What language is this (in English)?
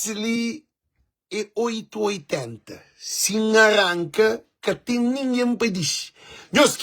Kabuverdianu